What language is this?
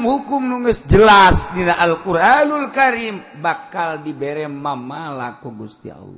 Sundanese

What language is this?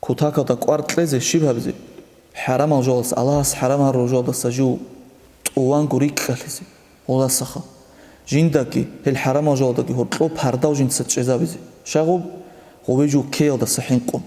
Avaric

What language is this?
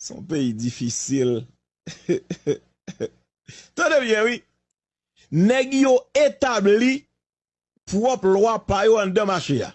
Haitian Creole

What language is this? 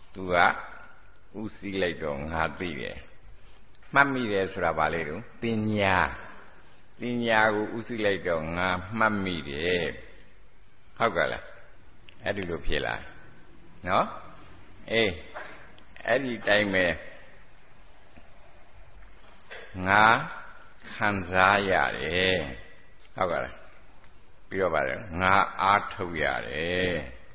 Burmese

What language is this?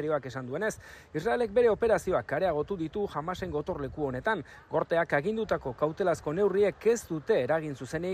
Basque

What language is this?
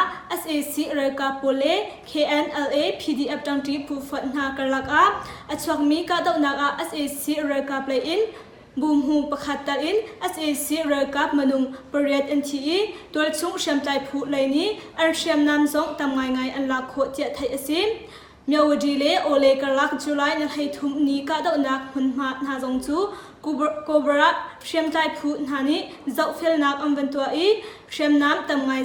Hakha Chin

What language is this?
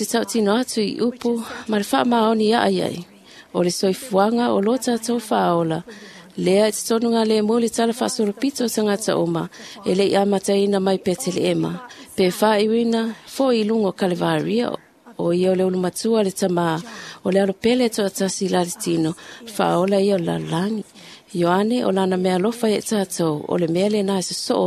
Samoan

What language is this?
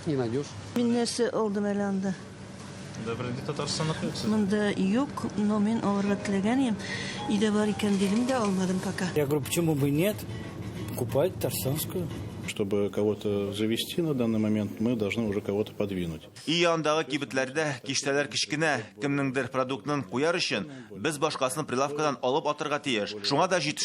Tatar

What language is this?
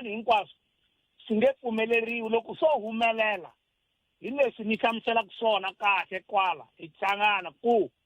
Tsonga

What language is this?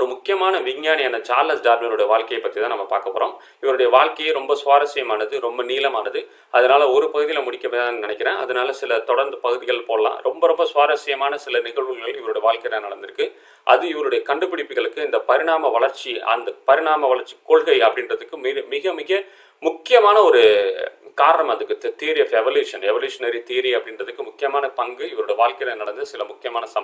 Tamil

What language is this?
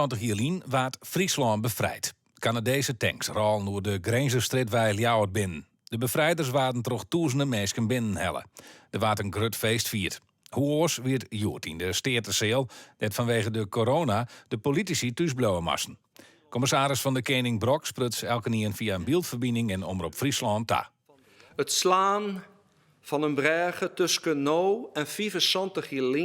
Western Frisian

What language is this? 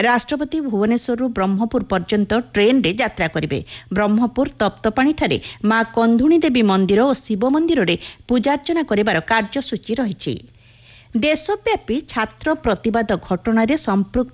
Odia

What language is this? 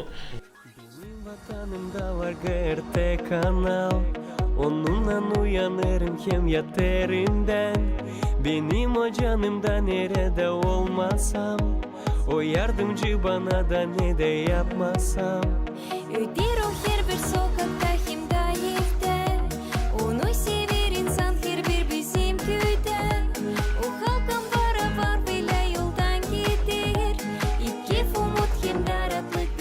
Gagauz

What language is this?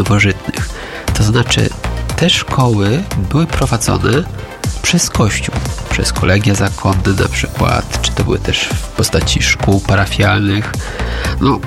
Polish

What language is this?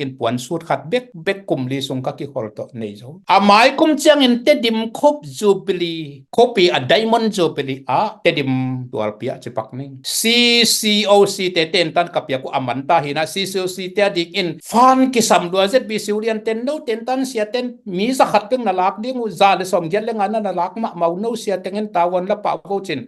Tedim Chin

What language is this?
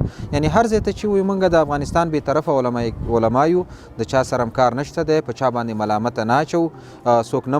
Pashto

